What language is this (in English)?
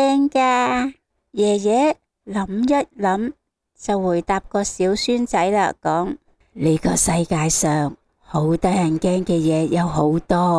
Cantonese